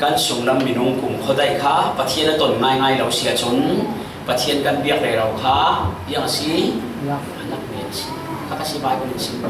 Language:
Falam Chin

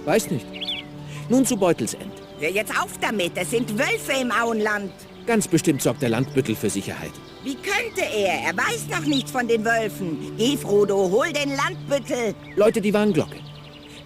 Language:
Bavarian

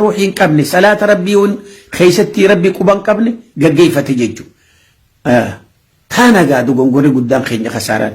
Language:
Oromo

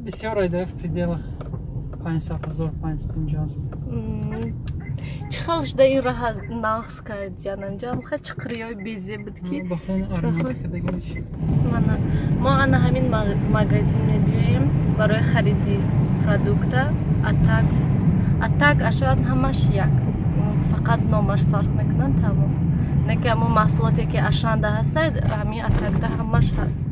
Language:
Tajik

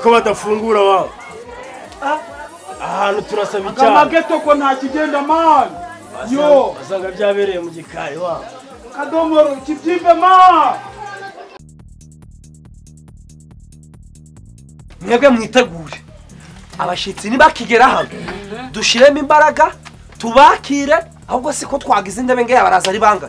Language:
Kinyarwanda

